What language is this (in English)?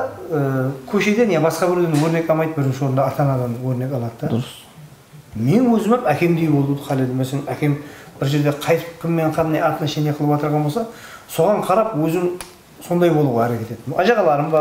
Kara-Kalpak